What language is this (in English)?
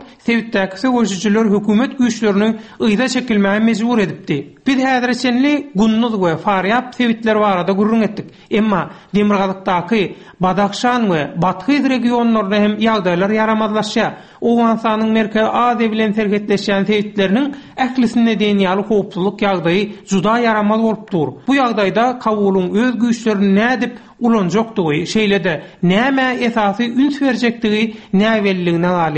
Turkmen